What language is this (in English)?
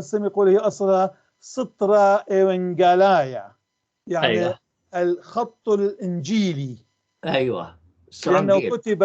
North Levantine Arabic